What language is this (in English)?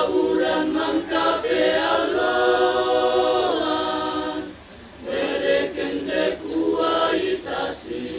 Toraja-Sa'dan